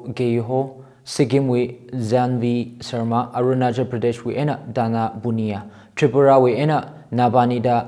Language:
Tangkhul Naga (India)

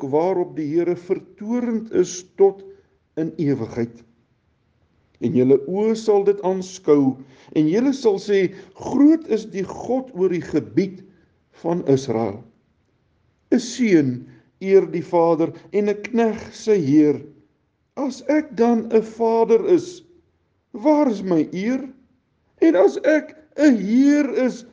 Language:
Afrikaans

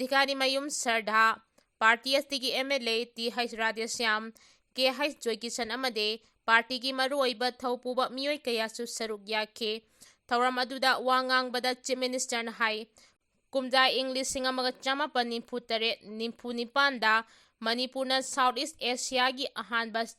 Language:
Manipuri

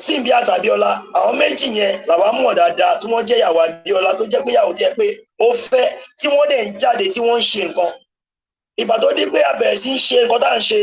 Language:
Yoruba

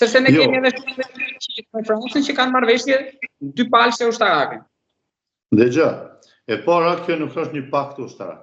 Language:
Albanian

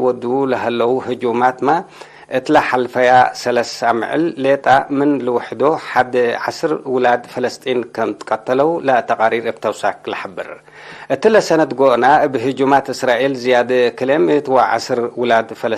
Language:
Tigre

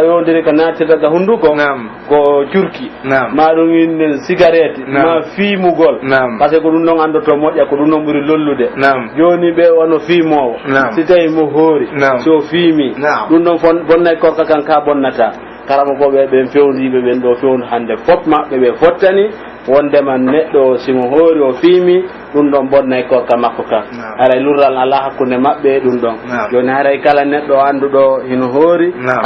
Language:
Pular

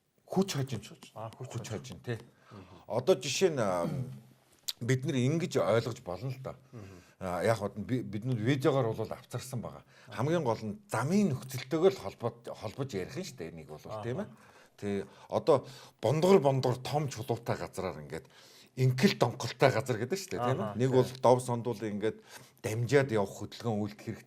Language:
Mongolian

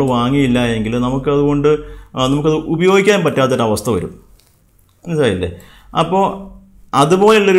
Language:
Malayalam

